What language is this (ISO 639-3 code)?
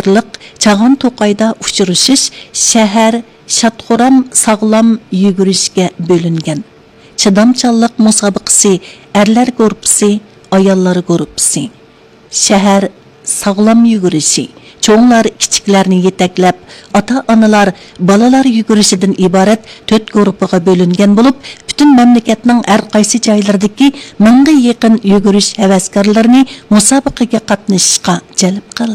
uig